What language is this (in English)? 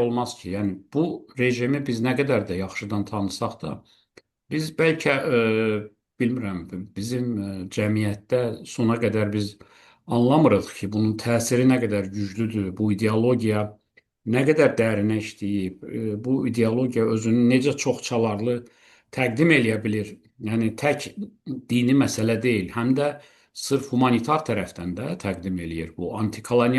Azerbaijani